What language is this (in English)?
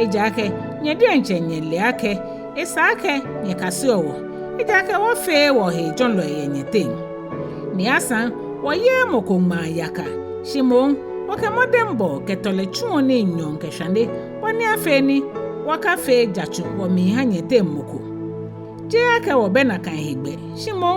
Ga